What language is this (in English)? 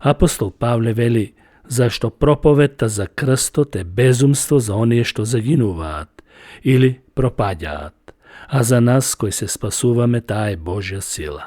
Macedonian